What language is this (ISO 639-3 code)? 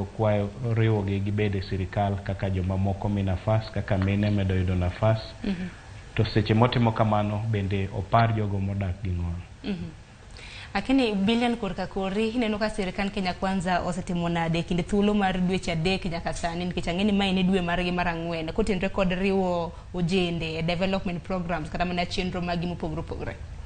luo